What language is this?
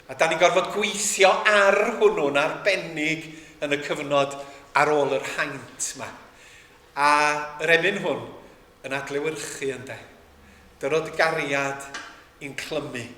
Welsh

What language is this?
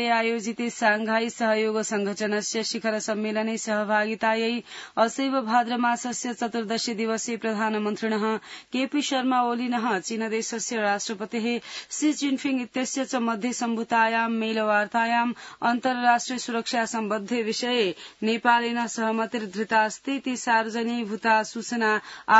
Sanskrit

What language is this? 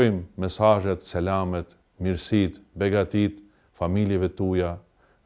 Albanian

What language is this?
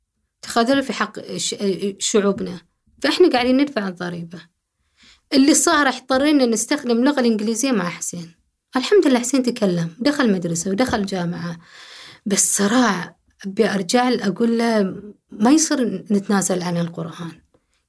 Gulf Arabic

